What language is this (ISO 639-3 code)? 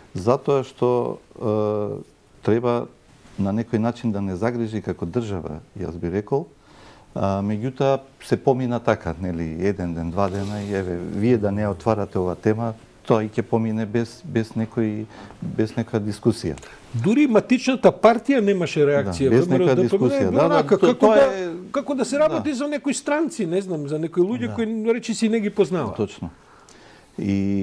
mkd